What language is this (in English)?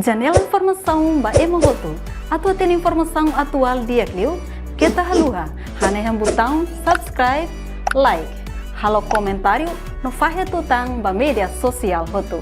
Tetum